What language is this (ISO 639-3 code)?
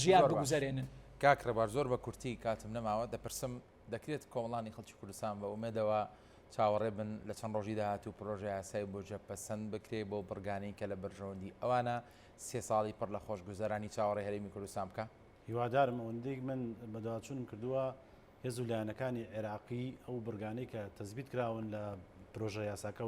ckb